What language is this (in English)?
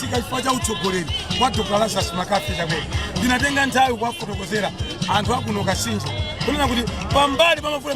Nyanja